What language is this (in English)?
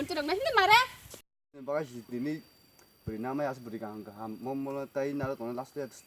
Kok Borok